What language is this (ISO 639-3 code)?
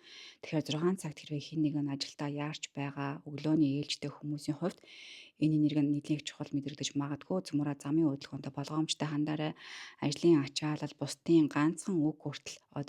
mon